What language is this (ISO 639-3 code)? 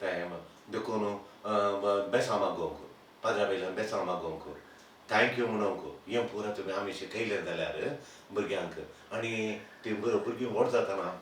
kok